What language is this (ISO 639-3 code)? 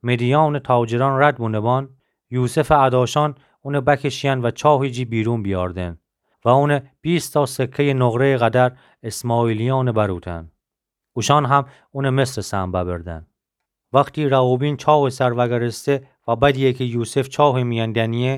glk